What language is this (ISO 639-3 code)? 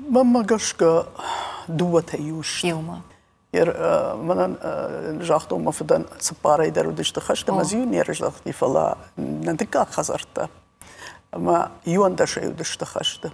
oss